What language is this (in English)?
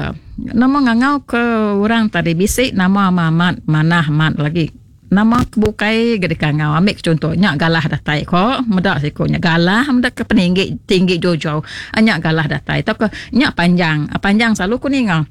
Iban